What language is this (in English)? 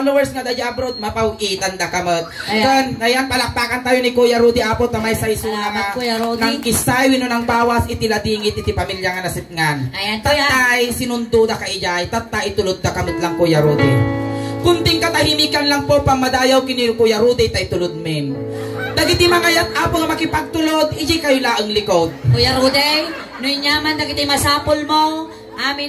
Iloko